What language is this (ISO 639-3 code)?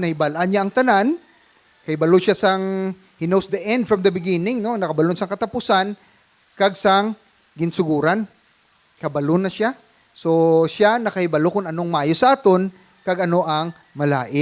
hil